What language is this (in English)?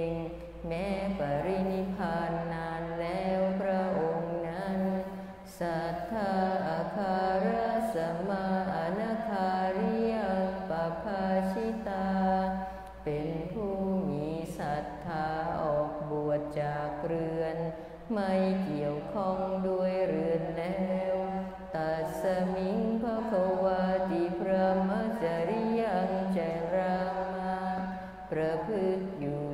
Thai